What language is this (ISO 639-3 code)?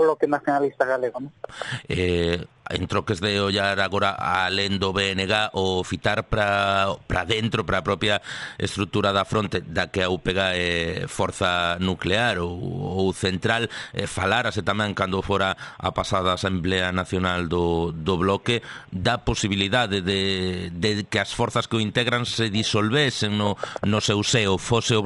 glg